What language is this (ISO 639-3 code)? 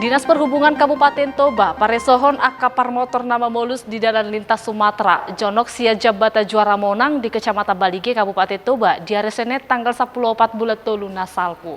bbc